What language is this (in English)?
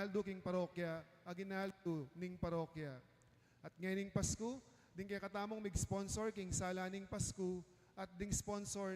Pampanga